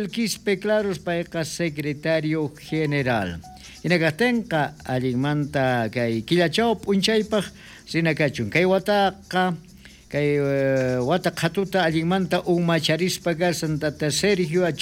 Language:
South Bolivian Quechua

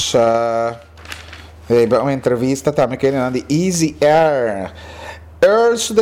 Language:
Papiamento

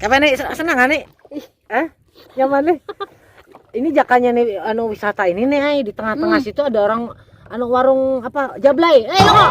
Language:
Banjar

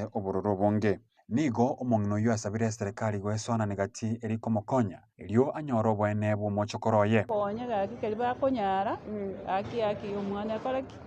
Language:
Gusii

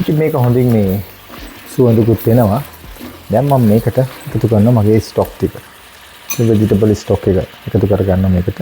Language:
Sinhala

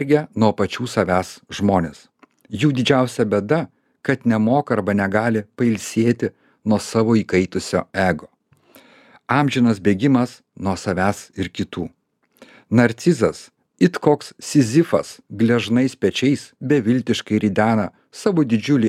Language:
Lithuanian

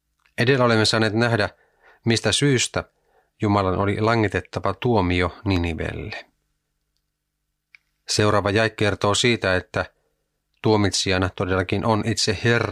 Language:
Finnish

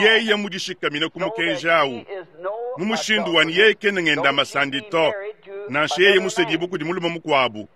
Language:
Luba-Lulua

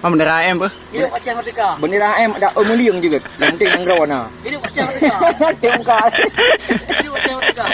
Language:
Achinese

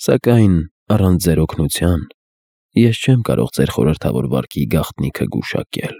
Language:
Armenian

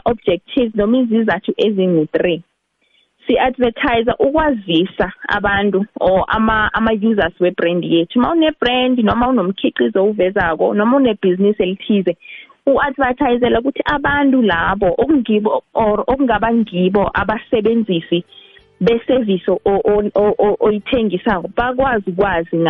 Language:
South Ndebele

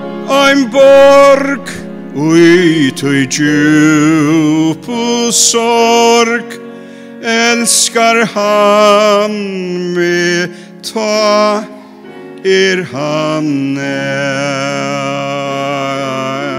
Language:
Faroese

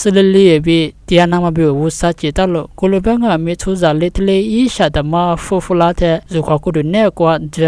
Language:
Lisu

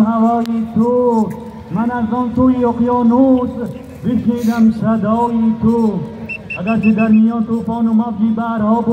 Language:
Persian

